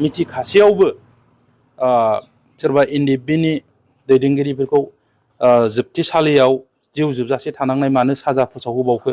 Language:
Bodo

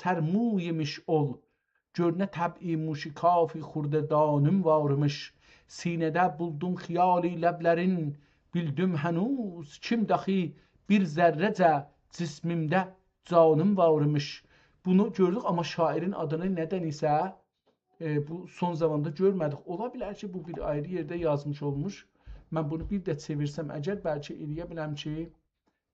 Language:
South Azerbaijani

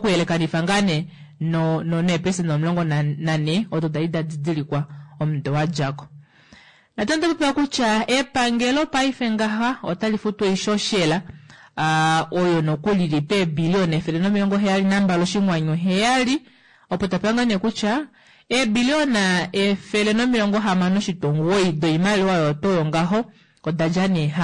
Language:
Kuanyama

